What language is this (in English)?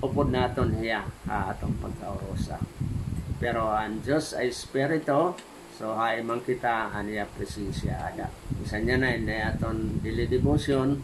Waray